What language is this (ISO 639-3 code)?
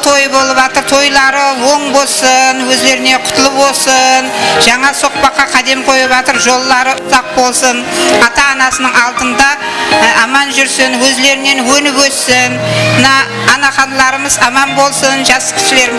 kaa